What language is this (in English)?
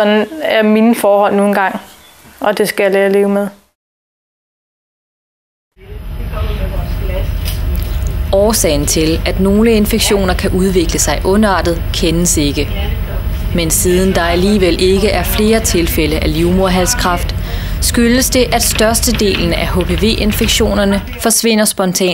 Danish